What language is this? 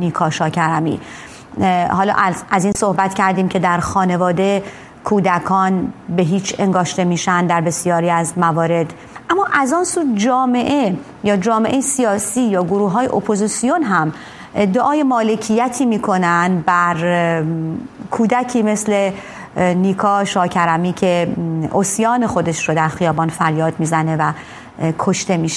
Persian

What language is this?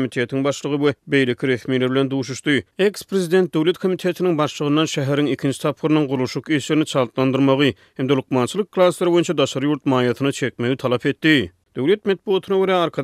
Turkmen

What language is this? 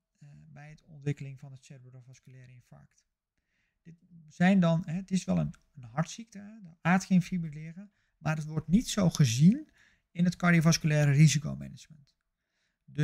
Dutch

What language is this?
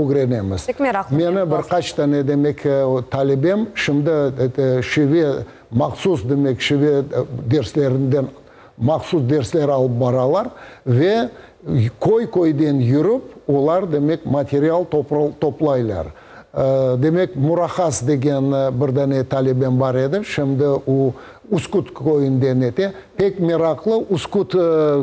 Crimean Tatar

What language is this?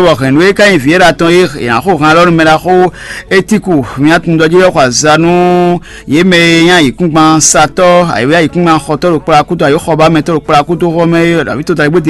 Fon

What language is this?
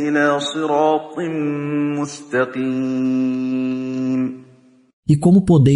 Galician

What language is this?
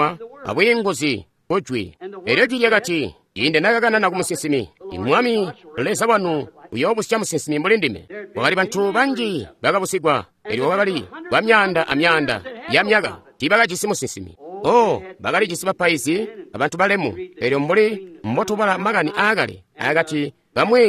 Tonga (Zambia)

